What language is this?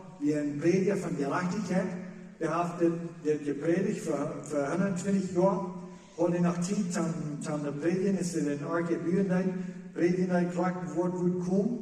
Plautdietsch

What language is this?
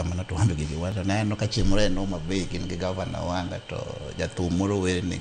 Luo (Kenya and Tanzania)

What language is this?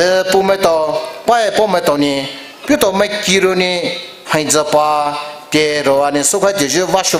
Poumei Naga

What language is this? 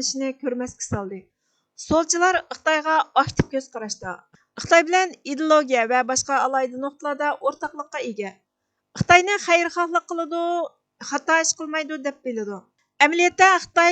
Uyghur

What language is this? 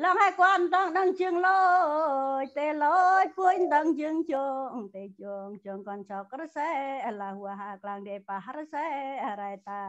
Central Mnong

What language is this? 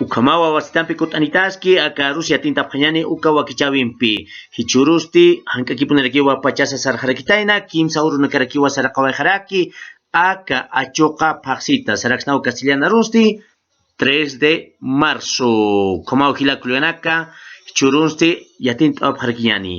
Aymara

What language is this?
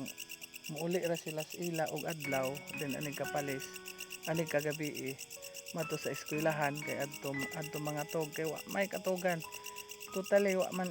Cebuano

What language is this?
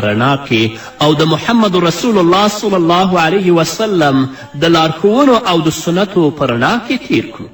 Pashto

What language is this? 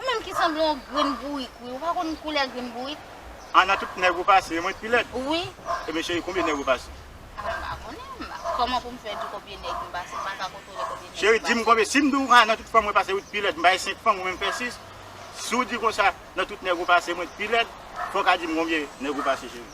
Haitian Creole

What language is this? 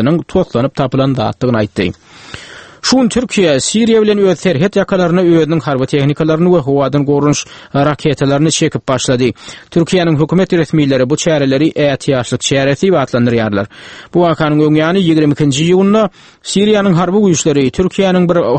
Turkmen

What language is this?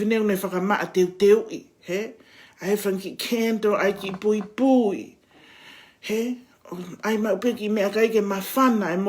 Tongan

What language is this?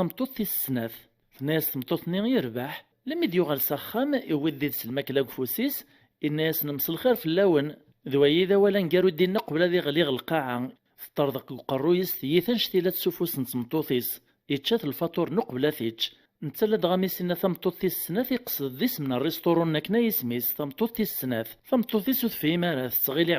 Kabyle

